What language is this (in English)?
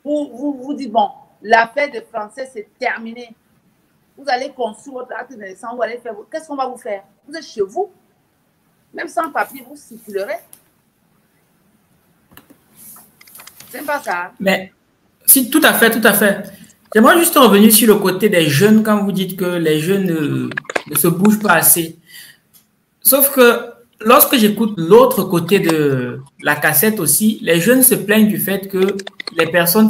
French